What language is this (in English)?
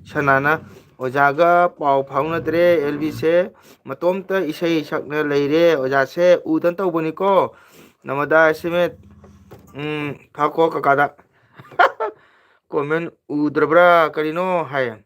Manipuri